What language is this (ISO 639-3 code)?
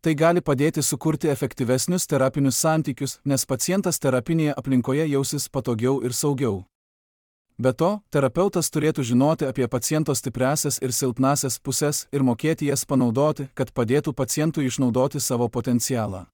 lit